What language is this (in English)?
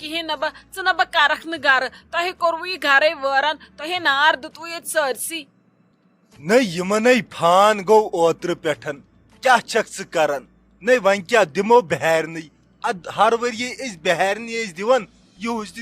Kashmiri